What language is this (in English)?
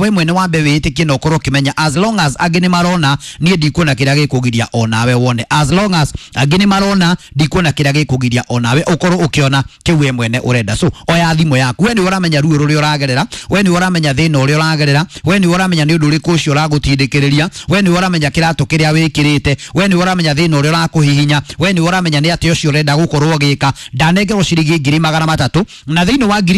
Kikuyu